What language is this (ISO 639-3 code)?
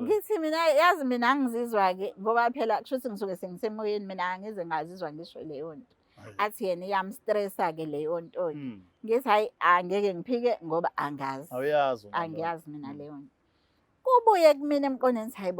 zul